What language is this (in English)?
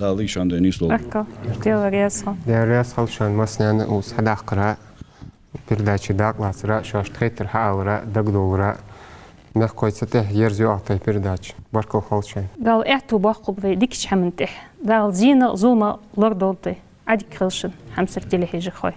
Ingush